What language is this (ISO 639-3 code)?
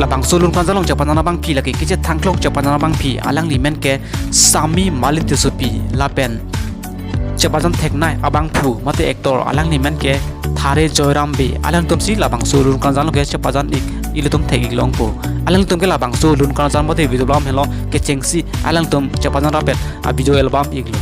mjw